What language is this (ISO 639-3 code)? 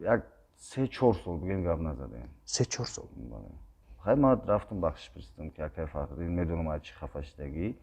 tgk